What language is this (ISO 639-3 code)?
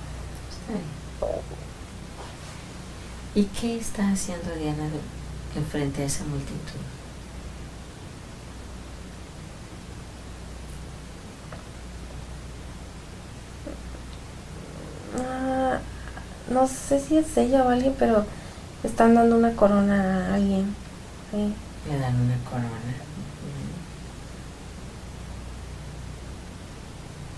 spa